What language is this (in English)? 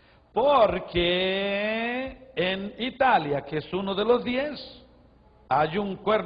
Spanish